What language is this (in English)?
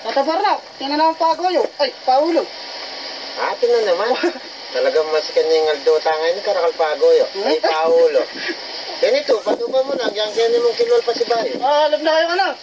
Pampanga